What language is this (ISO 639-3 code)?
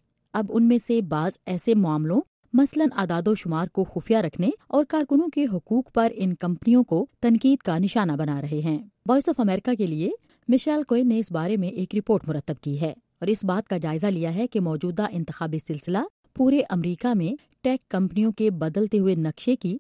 urd